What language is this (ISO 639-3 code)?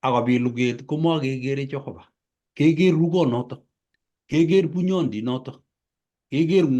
kln